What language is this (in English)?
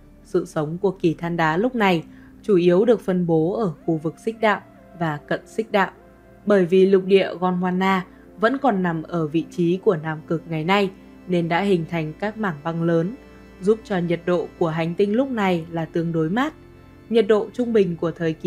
Vietnamese